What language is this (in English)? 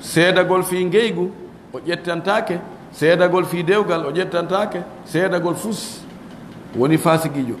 Fula